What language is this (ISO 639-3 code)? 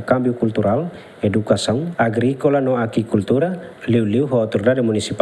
tet